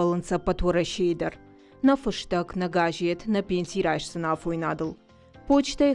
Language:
Ossetic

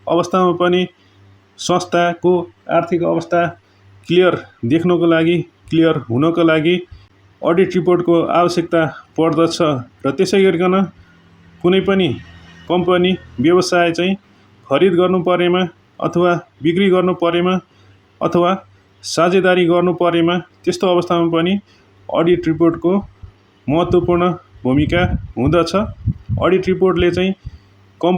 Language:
Nepali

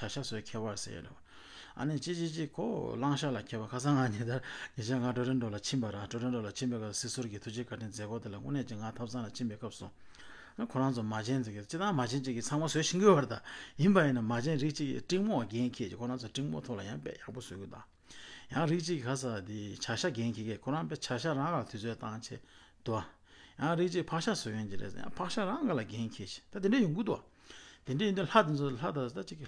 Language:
Tibetan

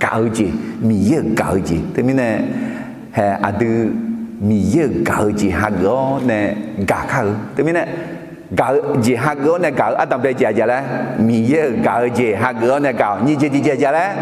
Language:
Akha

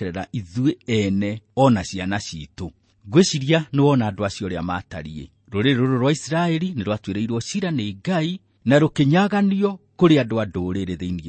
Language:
Kikuyu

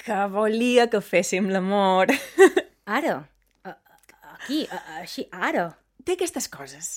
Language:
Catalan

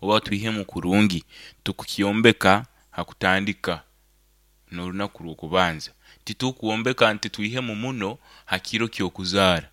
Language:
Nyankole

